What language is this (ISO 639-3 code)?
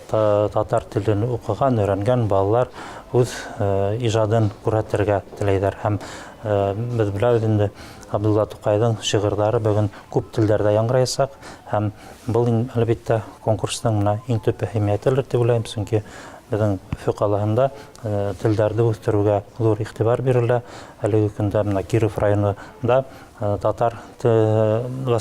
tat